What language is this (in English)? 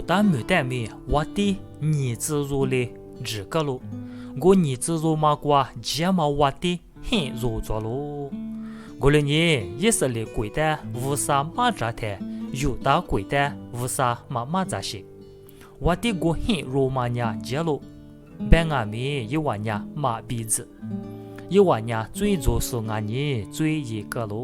Lisu